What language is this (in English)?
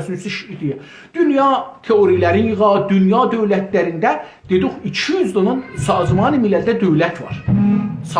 South Azerbaijani